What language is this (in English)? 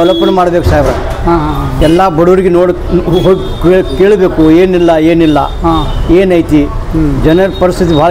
Kannada